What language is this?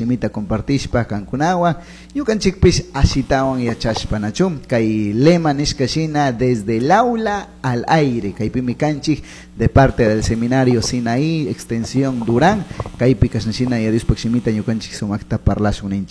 Chimborazo Highland Quichua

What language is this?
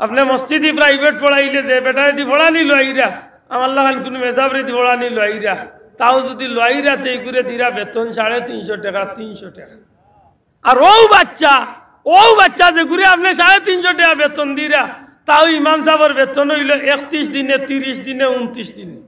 Sylheti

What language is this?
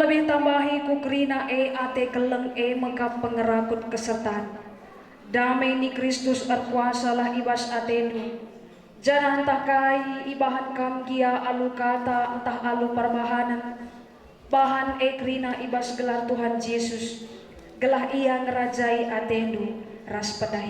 Batak Karo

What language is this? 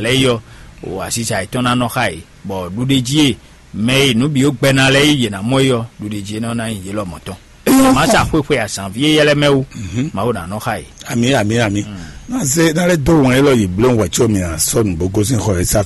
Fon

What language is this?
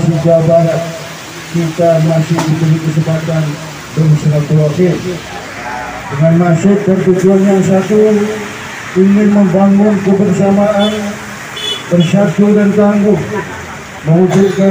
Indonesian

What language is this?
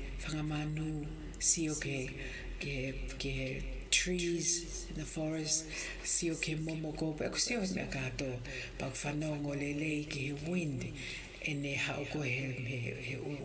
Tongan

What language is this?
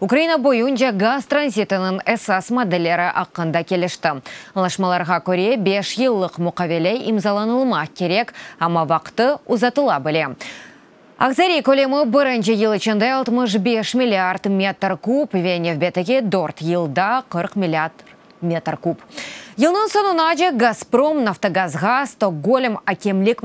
Crimean Tatar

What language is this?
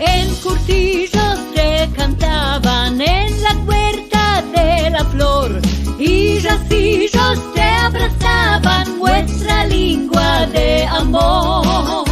Ladino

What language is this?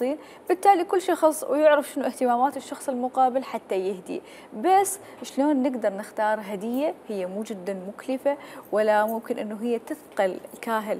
Mesopotamian Arabic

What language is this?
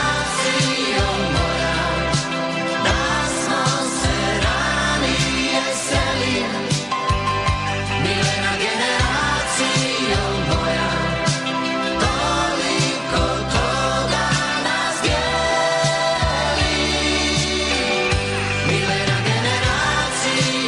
Bosnian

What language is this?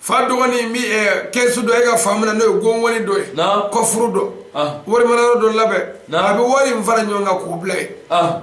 Bambara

